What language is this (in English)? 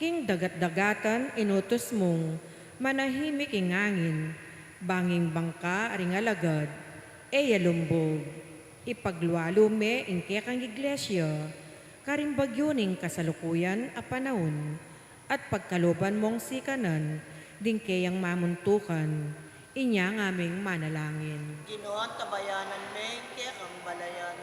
Pampanga